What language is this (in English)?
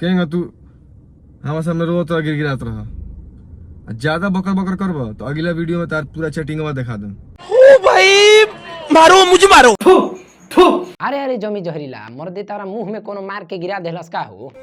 Bhojpuri